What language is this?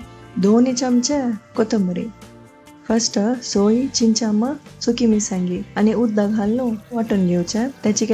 Konkani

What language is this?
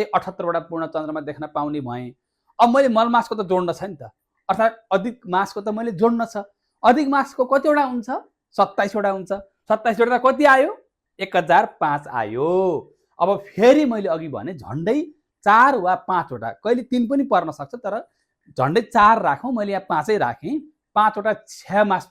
Nepali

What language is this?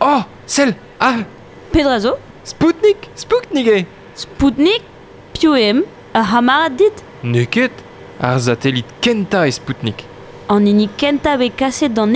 Breton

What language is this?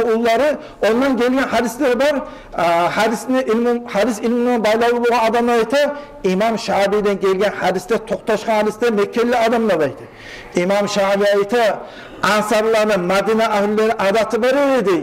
Kumyk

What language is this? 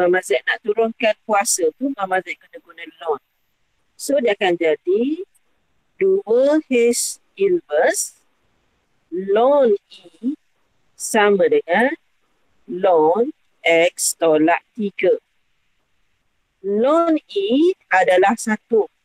Malay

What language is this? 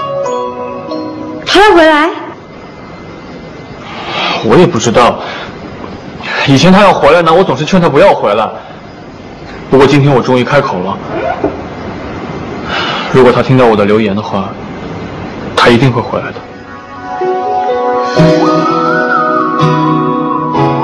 Chinese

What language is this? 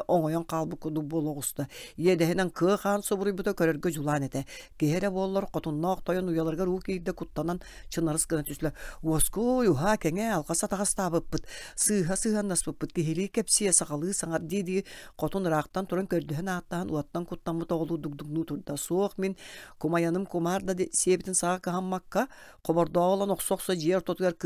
Yakut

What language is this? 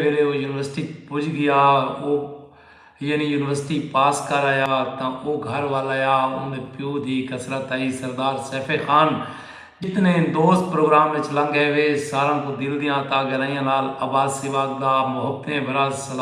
Saraiki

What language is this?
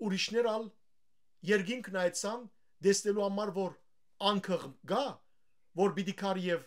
Western Armenian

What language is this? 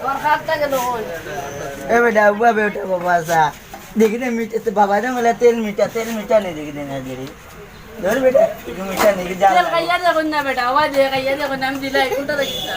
Sylheti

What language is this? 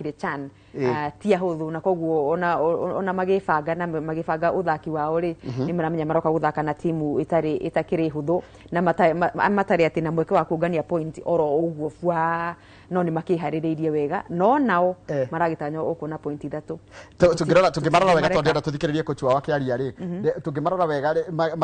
Kikuyu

